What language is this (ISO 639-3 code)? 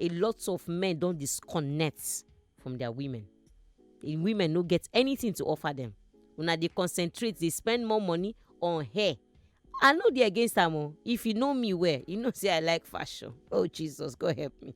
pcm